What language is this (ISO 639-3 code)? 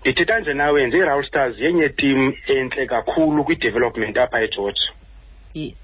xho